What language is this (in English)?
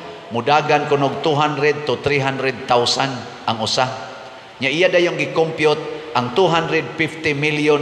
Cebuano